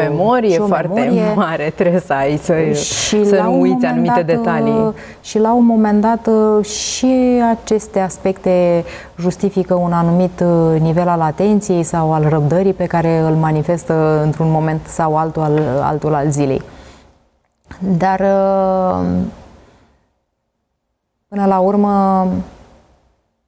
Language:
Romanian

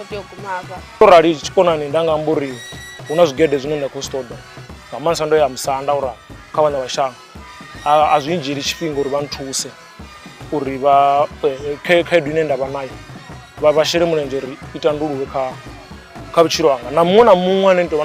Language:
Venda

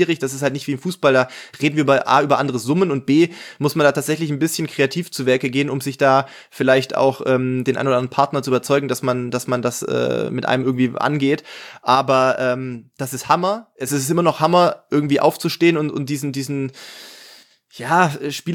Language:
German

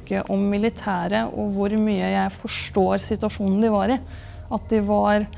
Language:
Norwegian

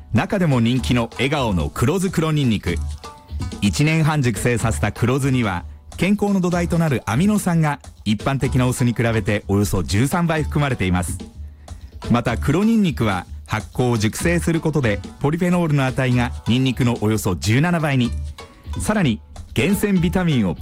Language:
Japanese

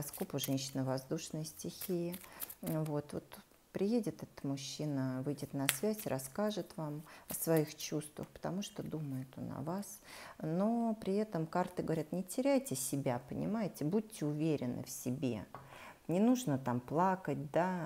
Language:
Russian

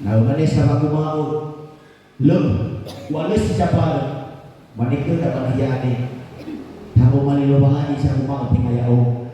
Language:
Nias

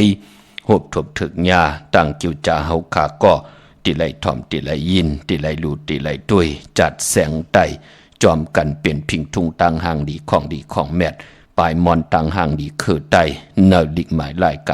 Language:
Shan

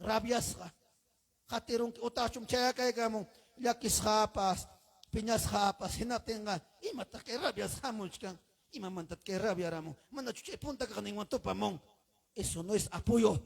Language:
Ayacucho Quechua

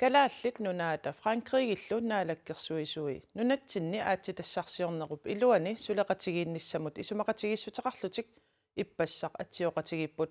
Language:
Kalaallisut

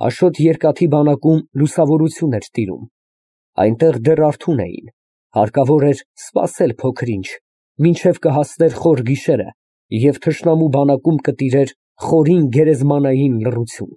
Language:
Armenian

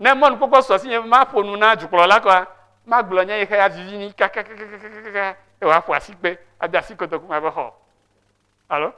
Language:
Ewe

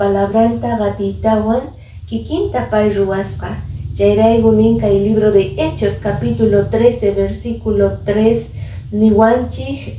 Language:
Quechua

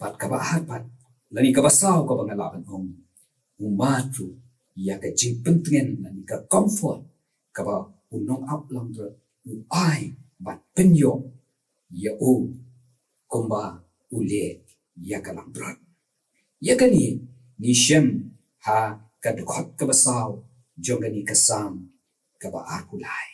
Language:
Khasi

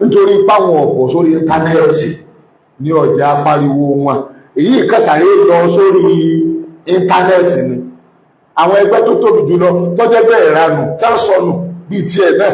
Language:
Yoruba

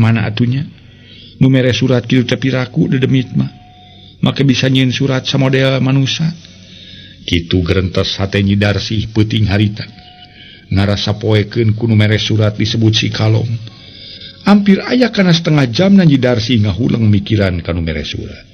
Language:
Sundanese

